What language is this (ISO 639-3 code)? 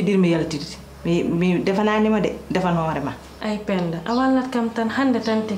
ful